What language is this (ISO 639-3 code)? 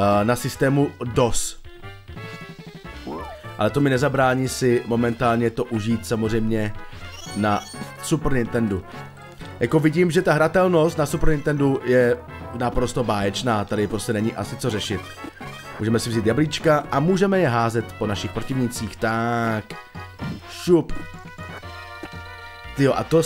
ces